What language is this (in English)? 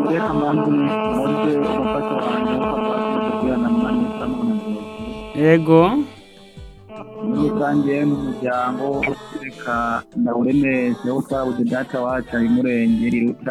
Rundi